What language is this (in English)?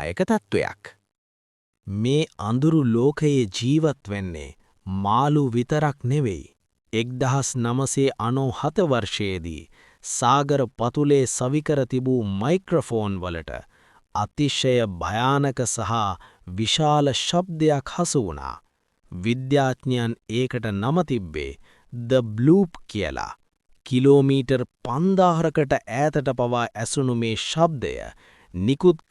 Sinhala